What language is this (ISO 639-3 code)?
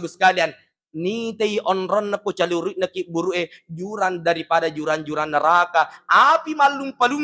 bug